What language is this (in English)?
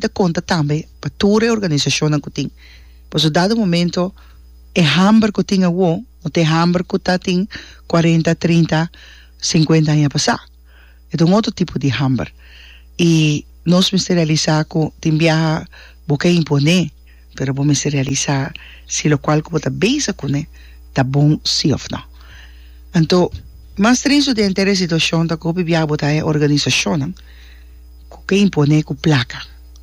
Papiamento